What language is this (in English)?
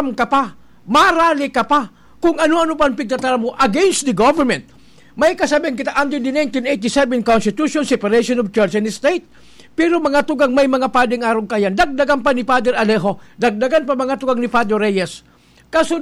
Bikol